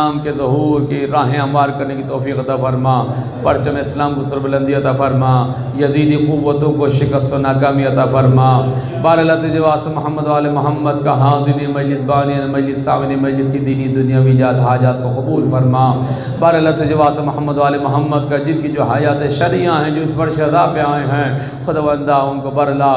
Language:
Urdu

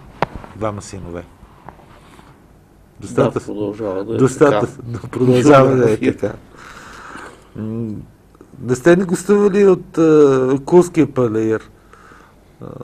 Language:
Bulgarian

